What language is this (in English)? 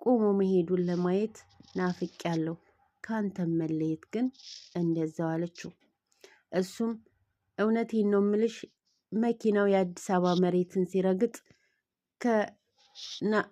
Amharic